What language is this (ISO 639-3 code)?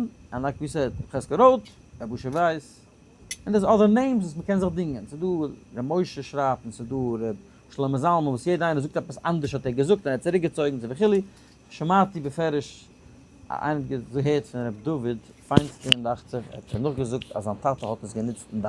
yid